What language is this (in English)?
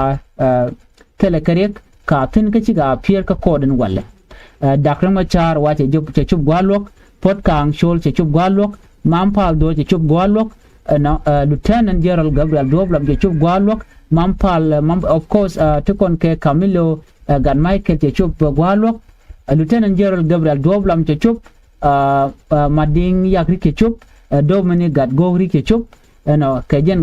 Nuer